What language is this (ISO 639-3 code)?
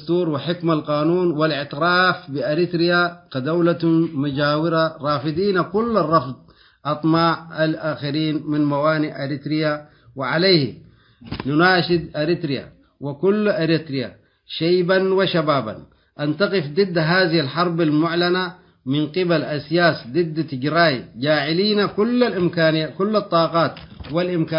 tig